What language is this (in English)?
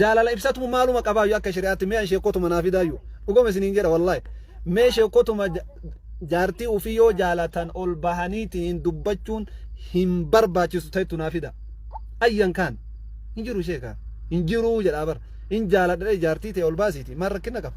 Oromo